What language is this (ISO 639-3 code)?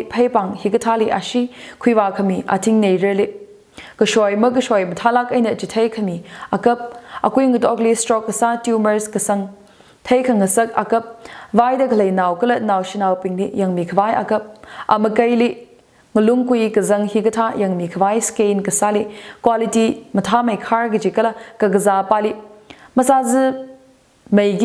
nmf